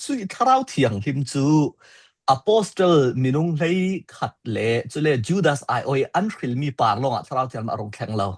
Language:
Falam Chin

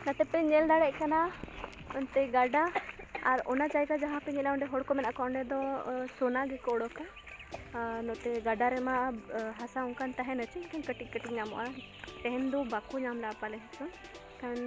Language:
Santali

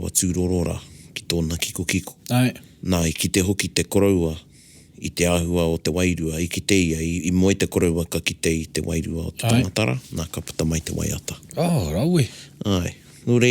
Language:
Māori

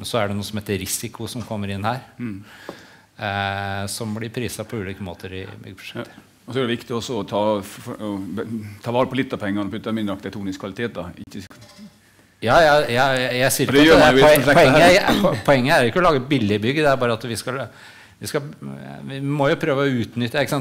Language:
Norwegian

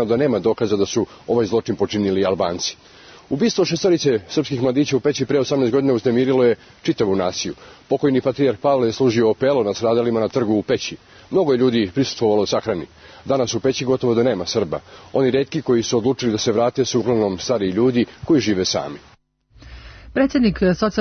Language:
Serbian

